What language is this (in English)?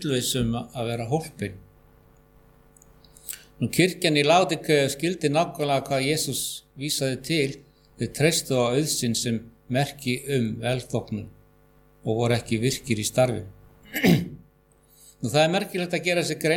Icelandic